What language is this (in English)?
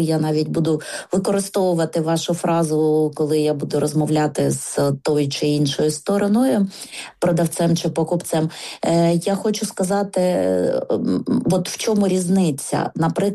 Ukrainian